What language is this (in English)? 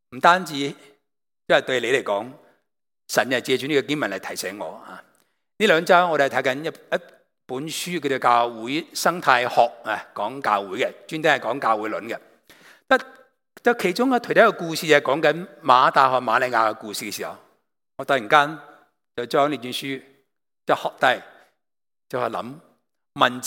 Cantonese